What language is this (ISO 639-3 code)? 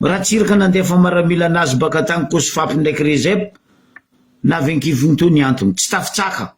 mlg